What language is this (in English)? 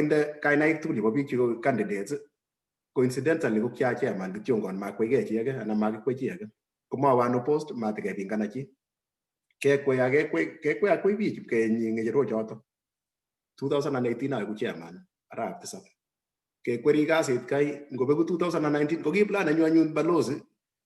Kalenjin